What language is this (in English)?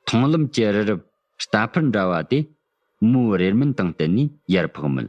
Tibetan